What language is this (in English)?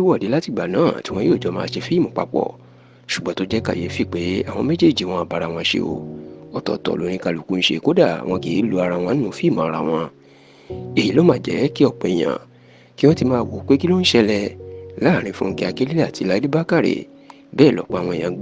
Yoruba